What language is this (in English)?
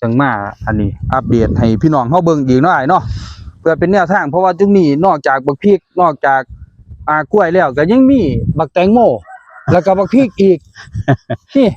Northeastern Thai